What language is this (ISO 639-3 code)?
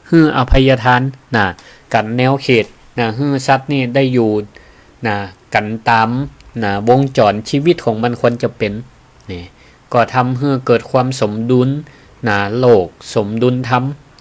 nod